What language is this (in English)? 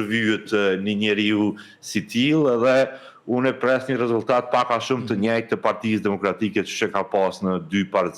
Albanian